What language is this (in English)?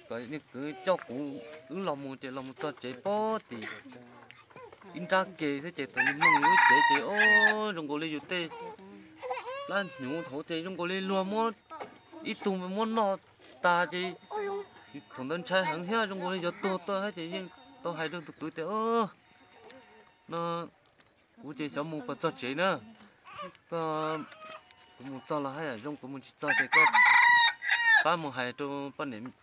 Vietnamese